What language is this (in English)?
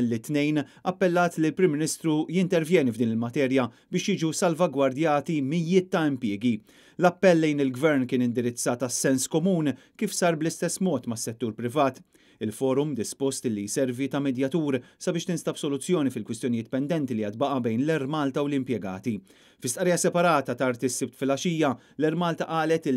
Maltese